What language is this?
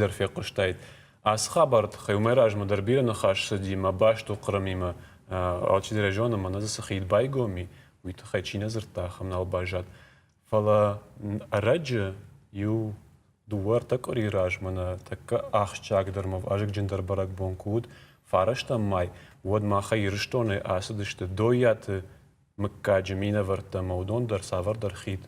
Ossetic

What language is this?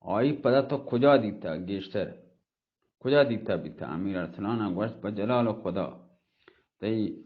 Baluchi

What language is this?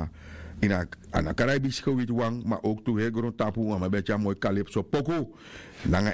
Sranan Tongo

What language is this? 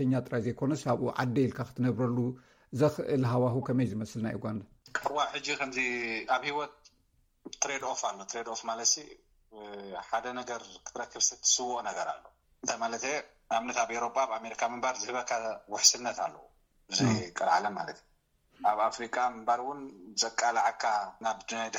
Tigrinya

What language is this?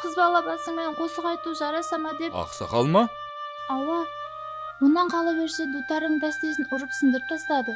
Kara-Kalpak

